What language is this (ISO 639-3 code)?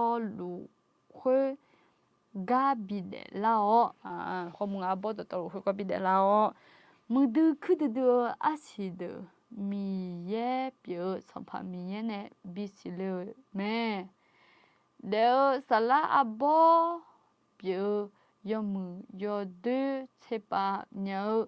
ahk